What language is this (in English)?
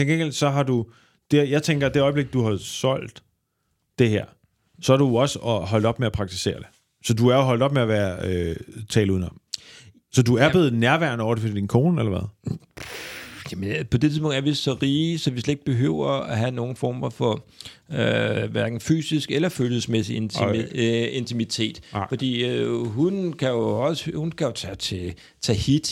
Danish